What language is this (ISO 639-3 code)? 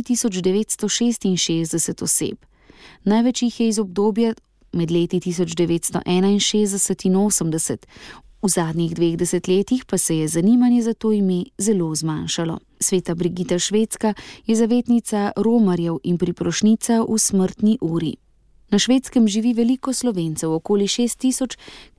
slv